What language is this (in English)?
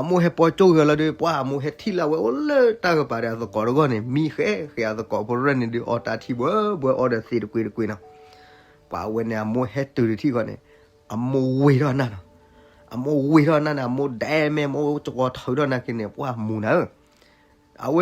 S'gaw Karen